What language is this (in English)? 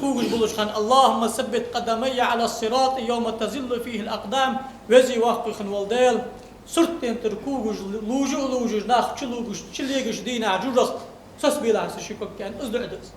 Ingush